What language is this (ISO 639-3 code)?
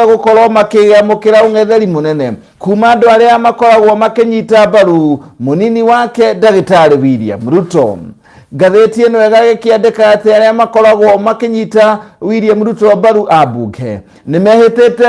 kik